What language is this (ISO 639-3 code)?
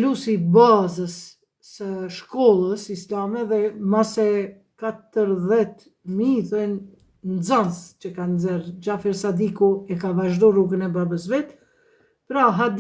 sqi